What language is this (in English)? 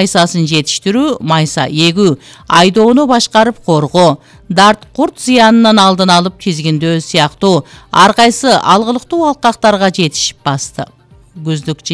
Kyrgyz